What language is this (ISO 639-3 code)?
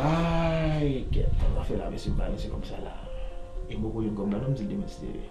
hat